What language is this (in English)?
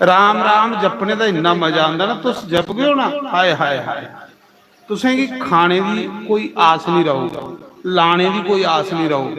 Dogri